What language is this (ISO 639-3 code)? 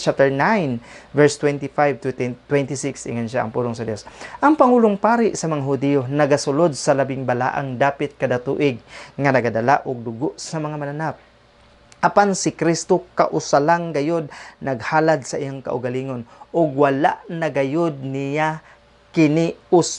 ceb